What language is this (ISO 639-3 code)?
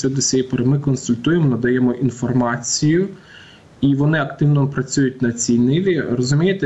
ukr